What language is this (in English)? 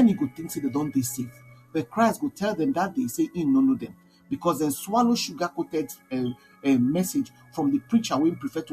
Nigerian Pidgin